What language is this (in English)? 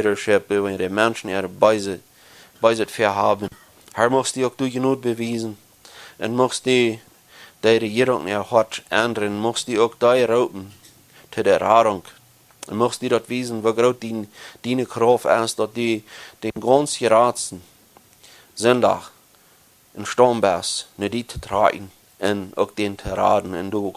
Plautdietsch